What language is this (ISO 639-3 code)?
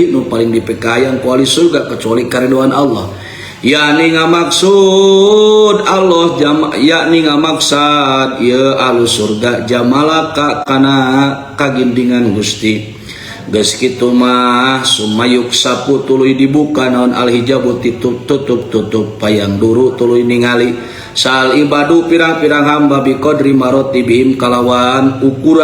sun